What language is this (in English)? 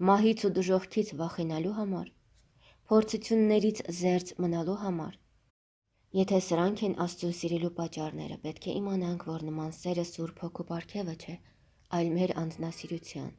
Armenian